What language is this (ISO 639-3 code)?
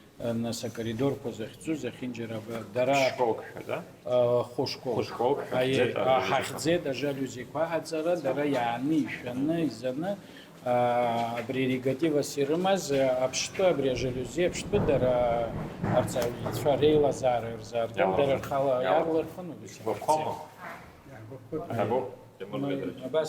abk